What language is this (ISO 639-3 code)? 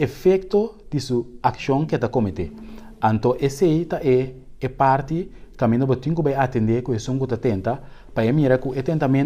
pap